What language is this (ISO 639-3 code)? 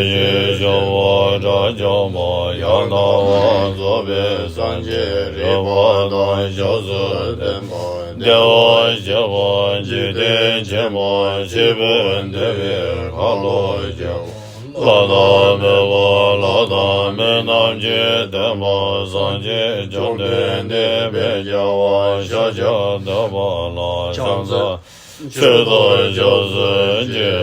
bod